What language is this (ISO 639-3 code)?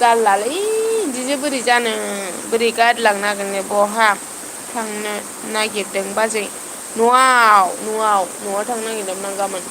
brx